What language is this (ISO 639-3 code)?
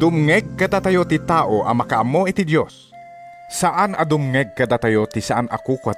ilo